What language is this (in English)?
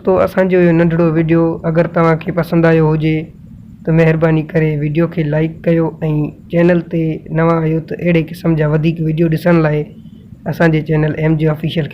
Sindhi